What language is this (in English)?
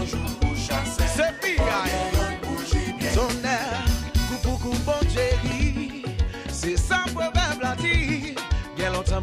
Morisyen